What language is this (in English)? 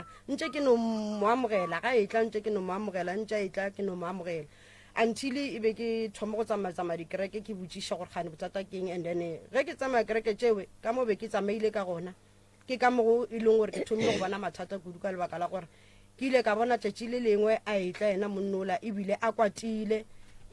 Northern Sotho